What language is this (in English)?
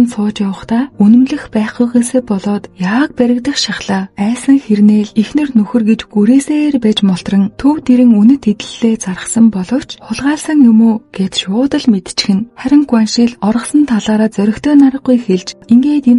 Mongolian